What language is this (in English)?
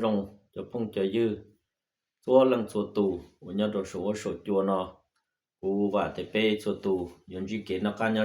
Hmong